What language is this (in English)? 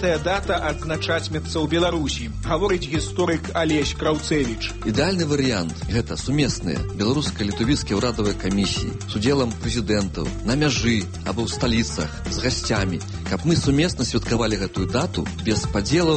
Belarusian